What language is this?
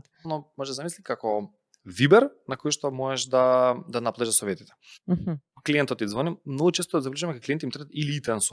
Macedonian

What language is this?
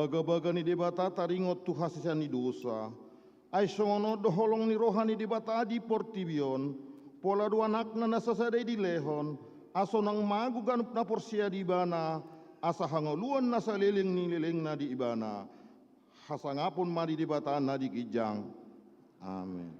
Batak Toba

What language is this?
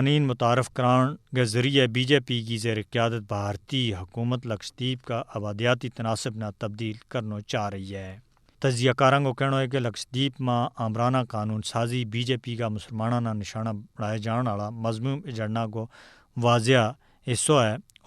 Gujari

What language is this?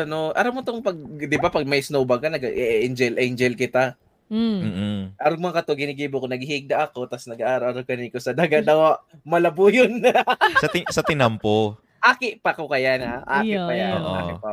Bikol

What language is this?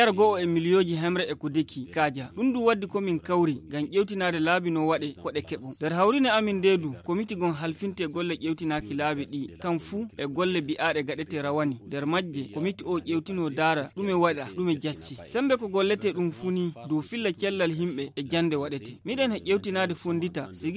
Nigerian Fulfulde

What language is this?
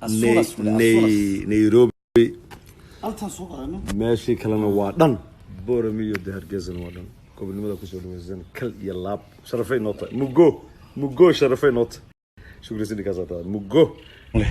Somali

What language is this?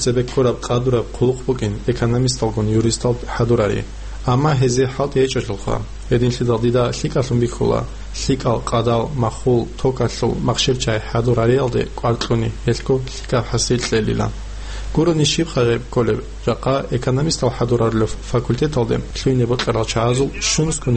Avaric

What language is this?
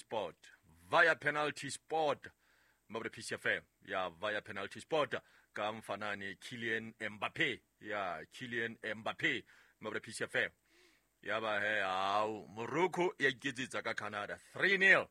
Southern Sotho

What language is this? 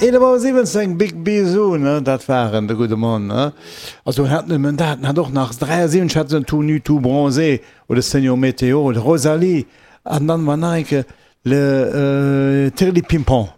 Luxembourgish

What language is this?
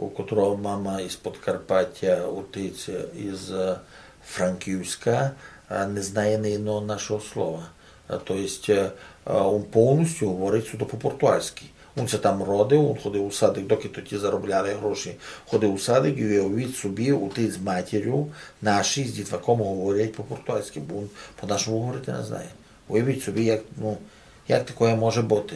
Rusyn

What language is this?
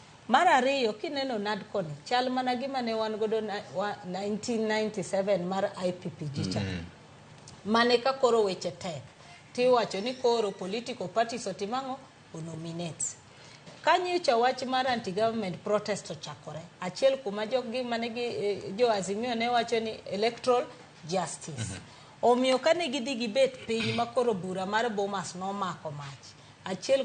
Luo (Kenya and Tanzania)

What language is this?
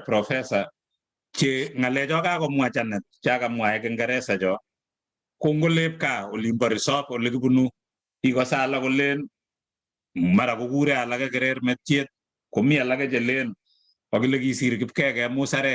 Kalenjin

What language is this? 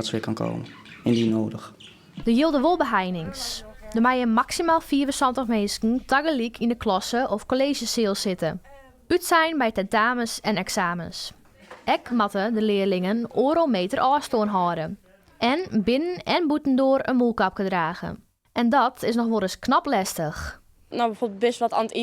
Western Frisian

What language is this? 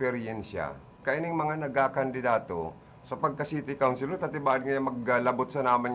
Bikol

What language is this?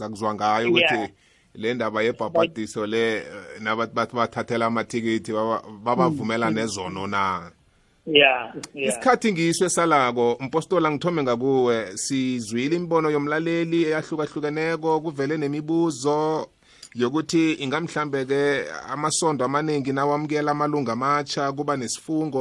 South Ndebele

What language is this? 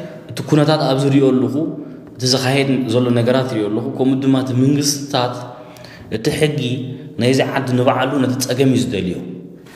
Tigrinya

